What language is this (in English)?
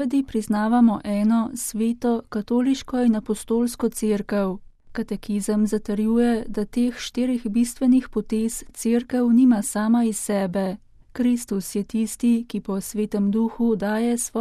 Slovenian